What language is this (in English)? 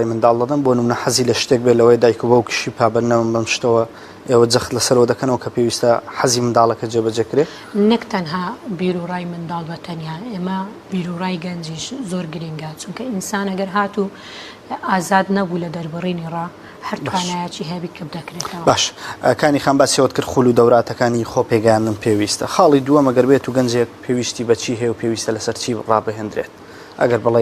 Central Kurdish